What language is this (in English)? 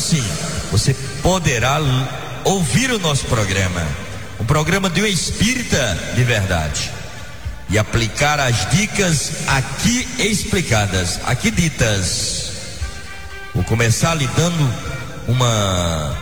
Portuguese